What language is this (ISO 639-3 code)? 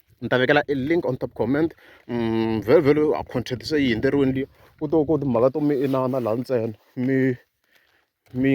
tso